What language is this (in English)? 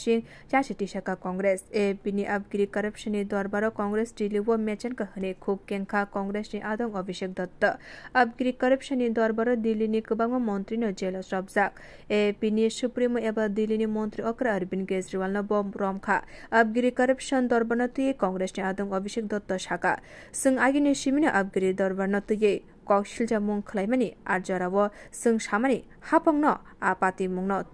Kok Borok